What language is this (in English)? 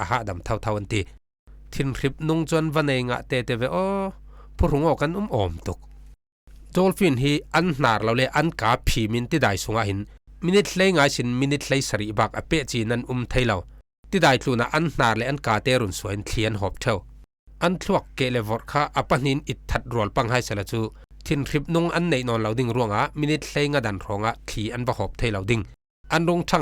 Falam Chin